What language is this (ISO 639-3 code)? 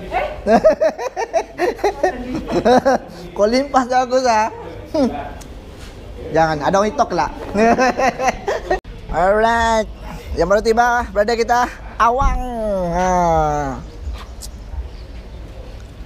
msa